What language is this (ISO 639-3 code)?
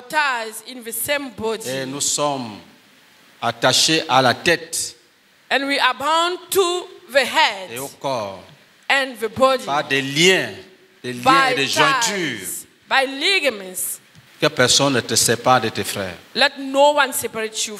fra